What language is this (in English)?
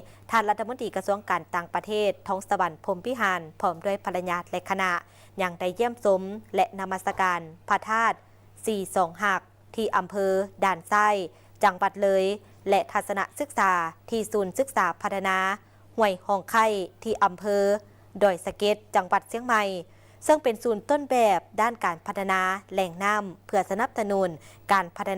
Lao